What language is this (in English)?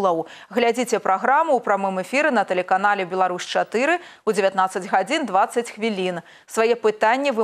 Belarusian